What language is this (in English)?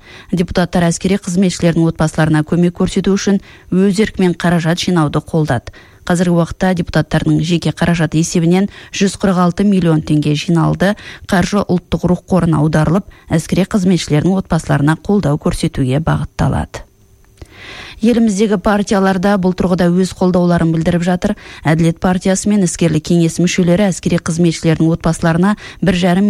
Kazakh